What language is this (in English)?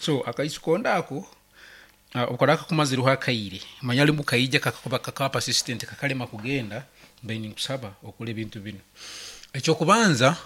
Nyankole